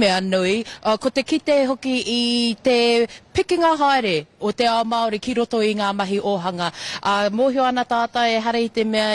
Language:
Māori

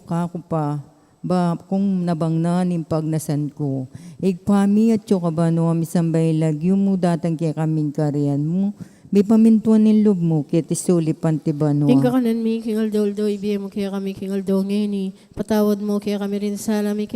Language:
Pampanga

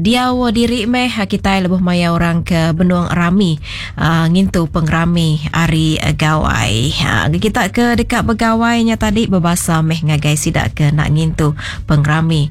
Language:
Iban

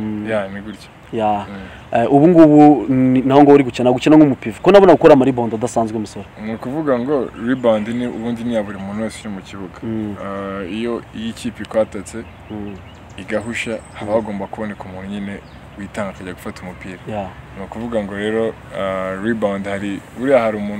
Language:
Kinyarwanda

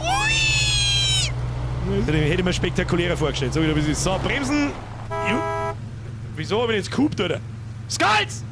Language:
Bavarian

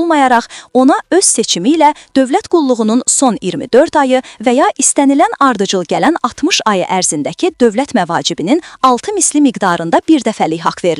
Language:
Azerbaijani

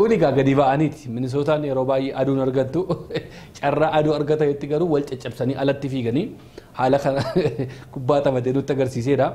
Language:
Oromo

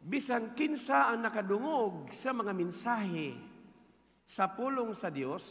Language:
Cebuano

